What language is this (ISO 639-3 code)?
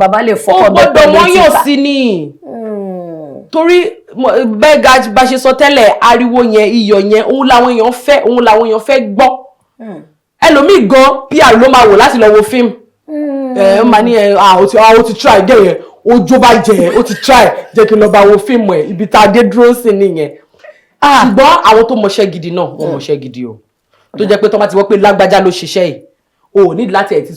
yor